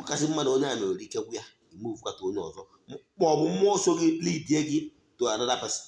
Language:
Igbo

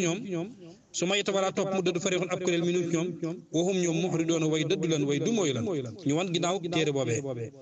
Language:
Wolof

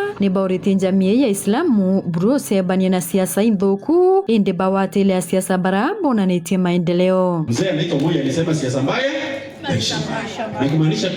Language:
Meru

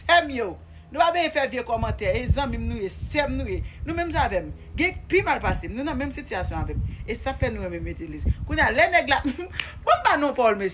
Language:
Haitian Creole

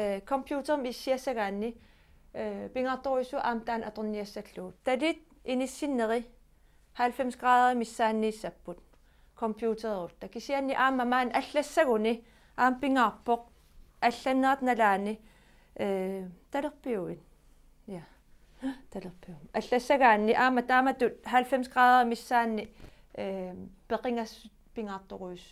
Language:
Kalaallisut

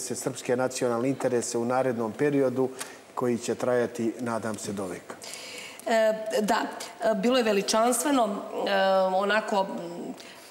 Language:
Serbian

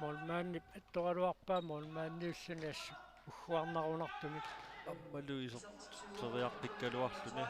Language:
Kalaallisut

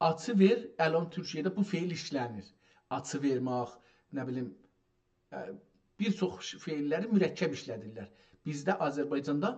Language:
South Azerbaijani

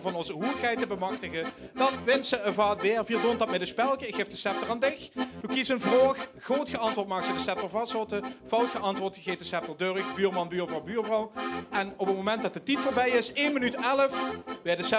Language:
Limburgish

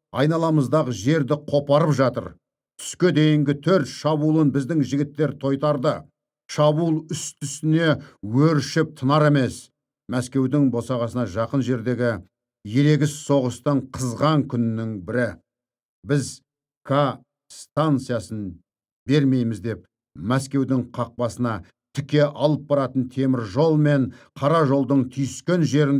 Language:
Kazakh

